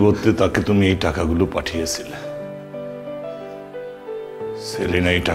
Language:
Bangla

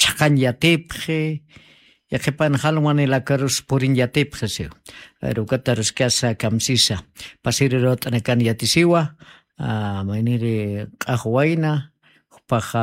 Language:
Aymara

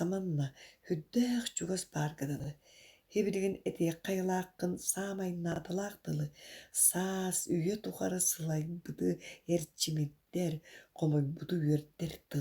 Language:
Yakut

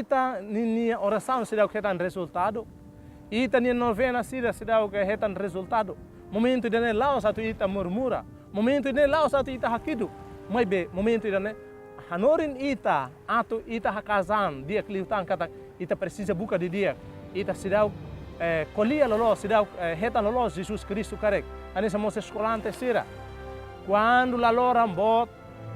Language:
Tetum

